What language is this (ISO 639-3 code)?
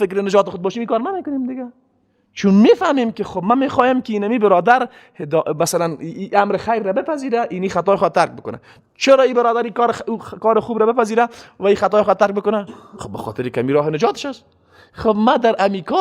fas